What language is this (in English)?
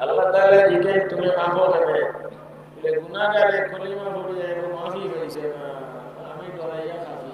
Sylheti